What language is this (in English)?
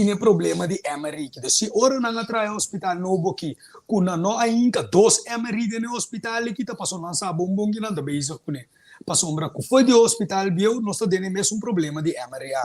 Papiamento